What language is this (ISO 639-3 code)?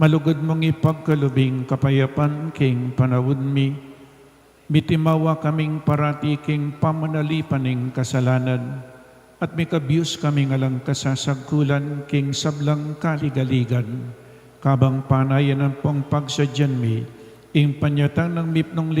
pam